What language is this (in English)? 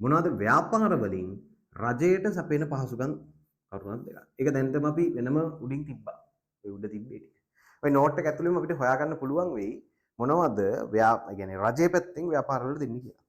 Sinhala